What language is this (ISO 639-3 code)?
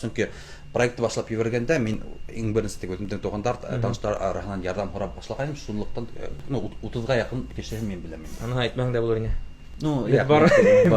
bak